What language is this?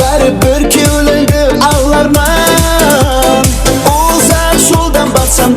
Kara-Kalpak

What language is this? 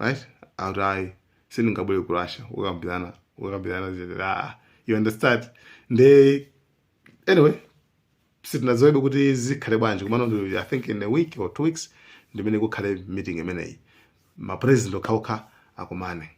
Nyanja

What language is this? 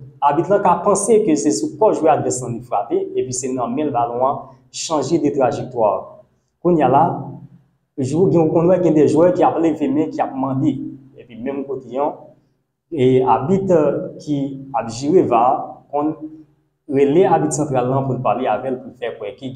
Haitian Creole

